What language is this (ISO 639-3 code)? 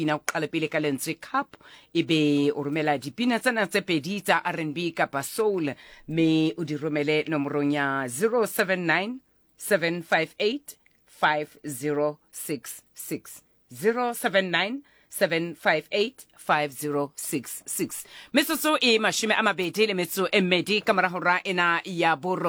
sot